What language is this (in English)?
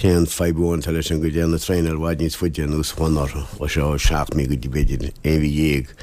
Irish